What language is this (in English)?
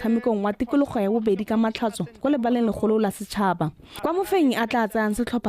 Tswana